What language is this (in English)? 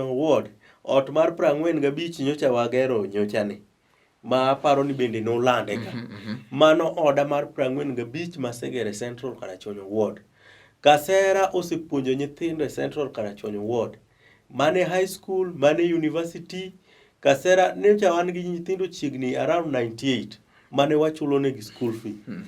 Luo (Kenya and Tanzania)